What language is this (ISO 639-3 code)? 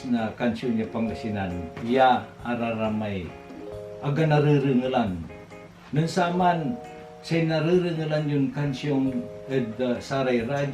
pag